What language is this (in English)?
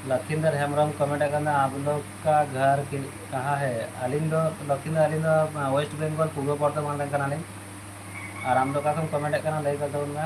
Santali